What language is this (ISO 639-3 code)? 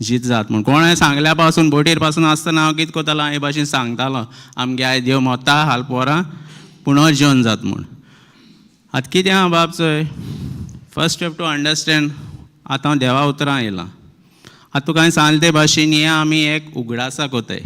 kok